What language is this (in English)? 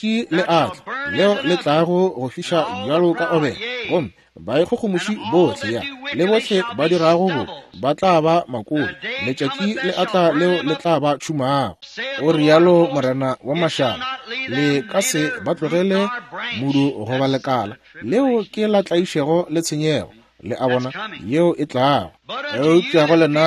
Northern Sotho